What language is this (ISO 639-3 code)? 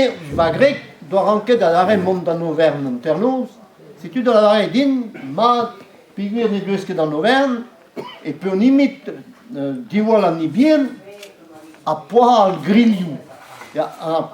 bre